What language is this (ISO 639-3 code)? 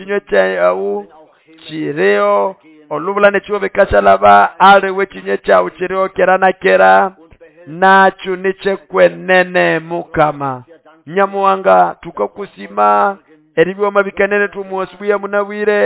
nnb